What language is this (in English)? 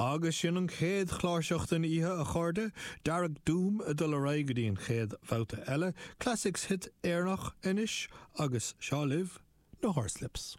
Irish